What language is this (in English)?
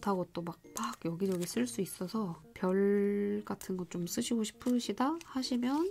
Korean